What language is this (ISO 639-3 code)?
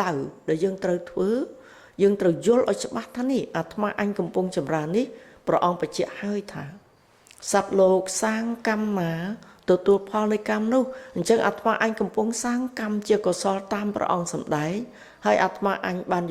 khm